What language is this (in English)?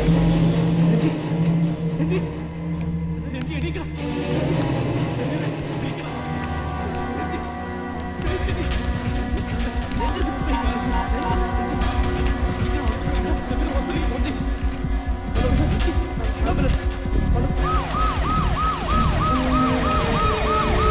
Malayalam